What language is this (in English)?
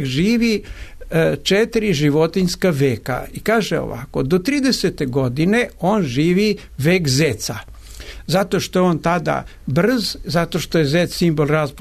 Serbian